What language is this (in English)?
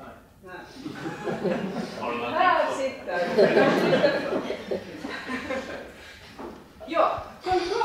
Swedish